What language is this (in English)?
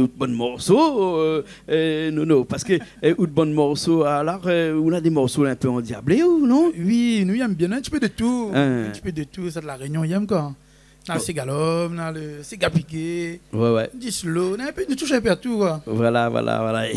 Réunion Creole French